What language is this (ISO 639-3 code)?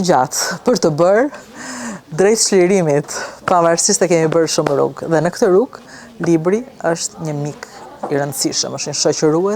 sqi